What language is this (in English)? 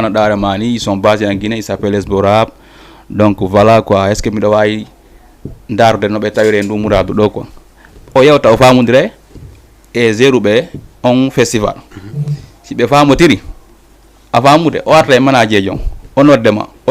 Fula